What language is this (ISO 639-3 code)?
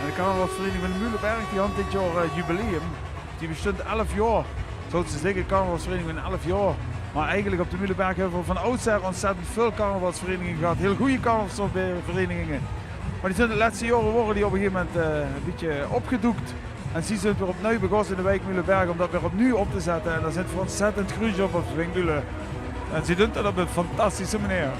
lim